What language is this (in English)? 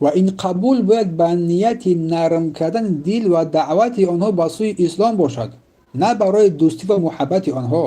Tajik